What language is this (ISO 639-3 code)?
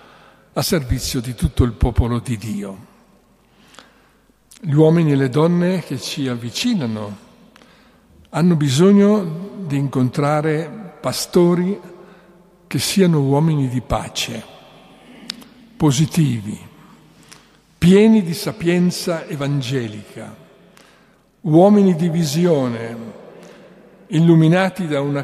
ita